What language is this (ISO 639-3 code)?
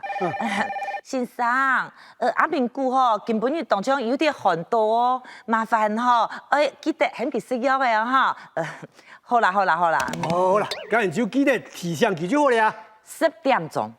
hak